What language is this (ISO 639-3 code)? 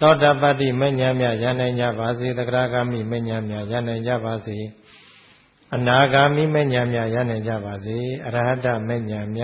mya